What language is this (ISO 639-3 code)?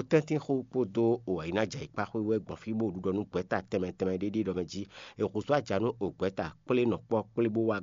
fon